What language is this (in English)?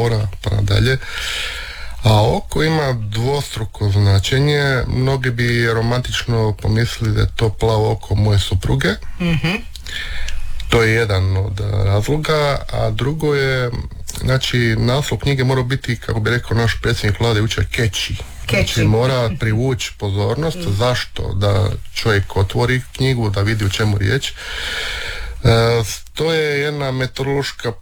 Croatian